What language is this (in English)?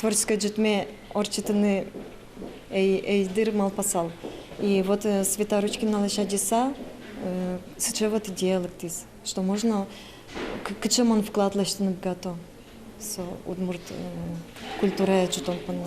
Udmurt